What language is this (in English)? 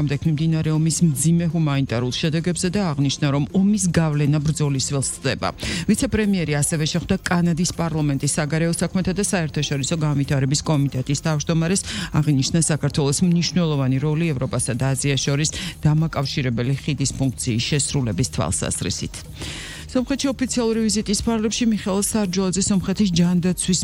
Georgian